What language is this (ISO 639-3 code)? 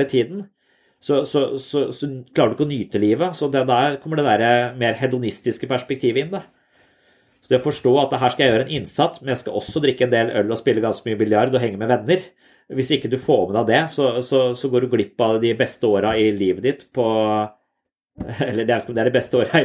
nor